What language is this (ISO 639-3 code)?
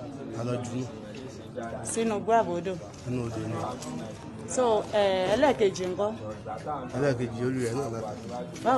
yor